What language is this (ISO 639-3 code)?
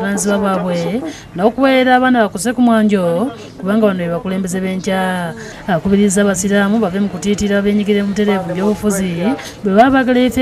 lug